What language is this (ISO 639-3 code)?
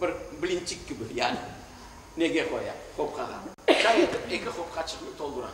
crh